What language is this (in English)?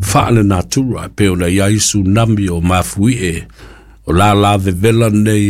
Samoan